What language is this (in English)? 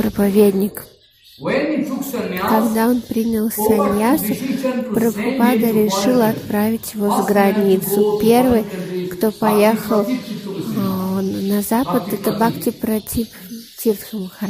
Russian